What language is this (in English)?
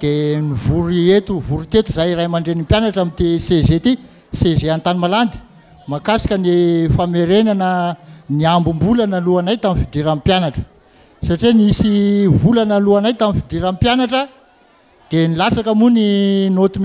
Malagasy